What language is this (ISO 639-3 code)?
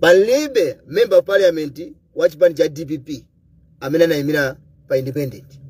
nya